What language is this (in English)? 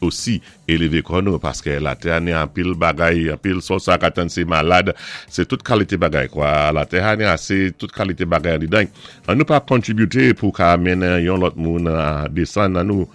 Saint Lucian Creole French